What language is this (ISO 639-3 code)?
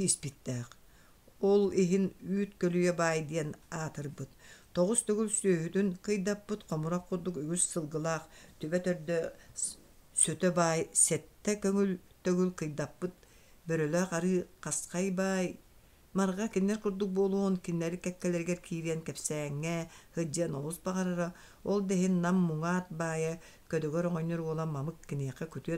sah